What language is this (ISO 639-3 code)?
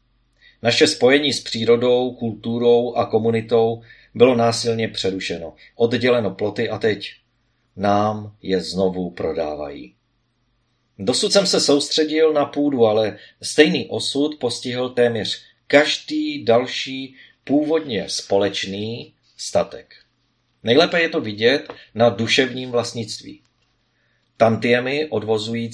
ces